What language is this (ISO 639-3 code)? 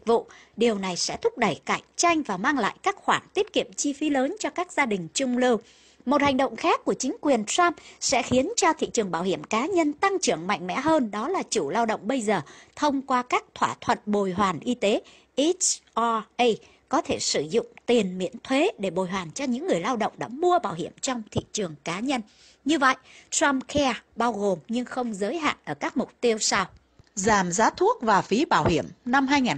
vie